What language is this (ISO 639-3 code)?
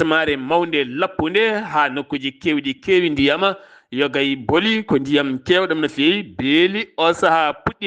ful